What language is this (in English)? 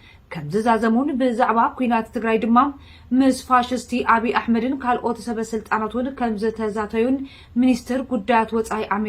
Tigrinya